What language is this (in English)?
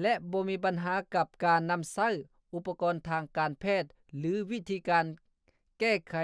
Lao